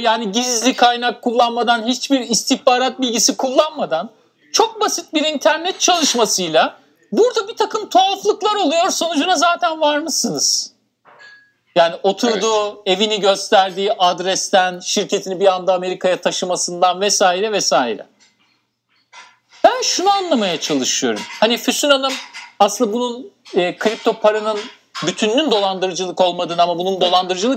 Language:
Turkish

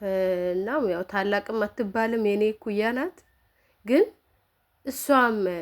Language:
Amharic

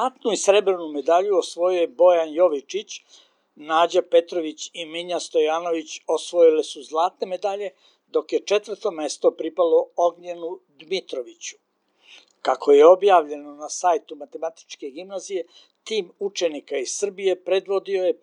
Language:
Serbian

